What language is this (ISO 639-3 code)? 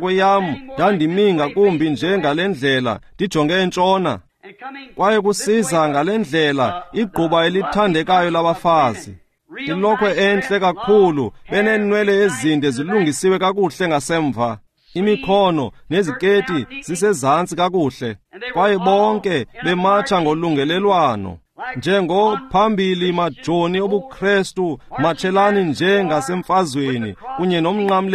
xho